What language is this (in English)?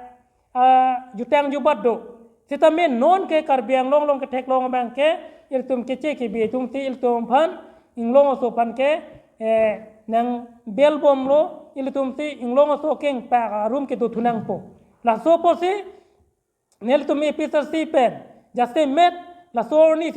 Karbi